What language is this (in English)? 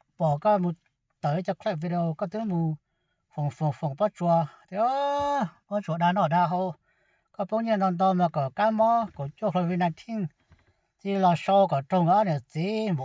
Hmong